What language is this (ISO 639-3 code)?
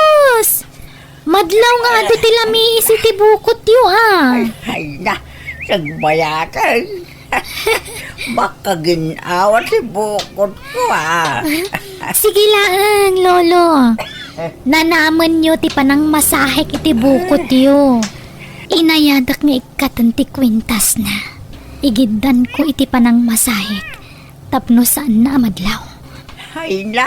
ilo